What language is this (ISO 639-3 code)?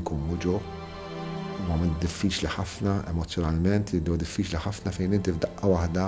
mlt